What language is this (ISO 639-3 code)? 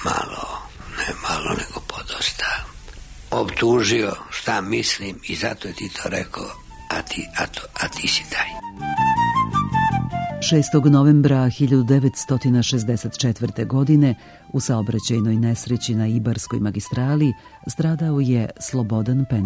srp